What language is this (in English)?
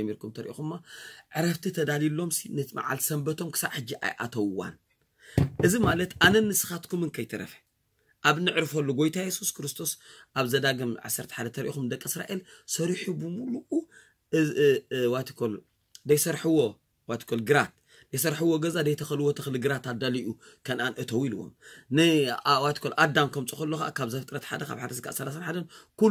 Tigrinya